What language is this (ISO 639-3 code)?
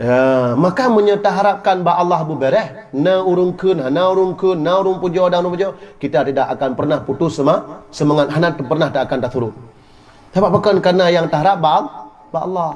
ace